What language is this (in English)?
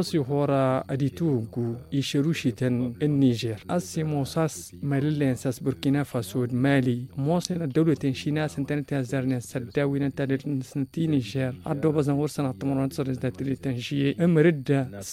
Tamasheq